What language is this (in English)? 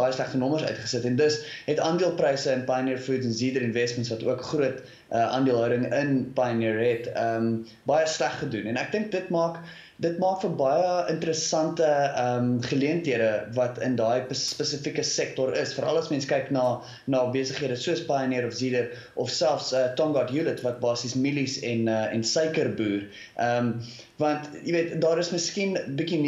Afrikaans